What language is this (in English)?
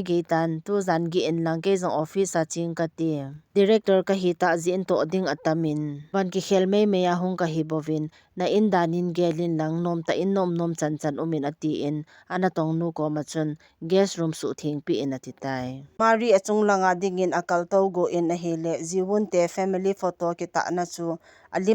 Thado Chin